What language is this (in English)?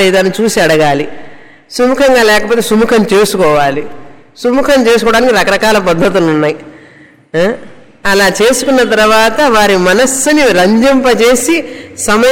Telugu